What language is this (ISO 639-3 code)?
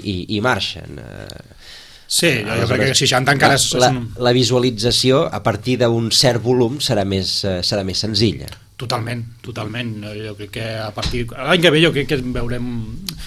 cat